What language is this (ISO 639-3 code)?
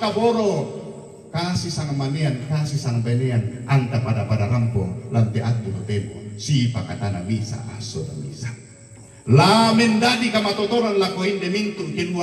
sda